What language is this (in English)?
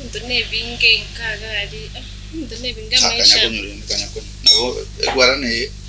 Gusii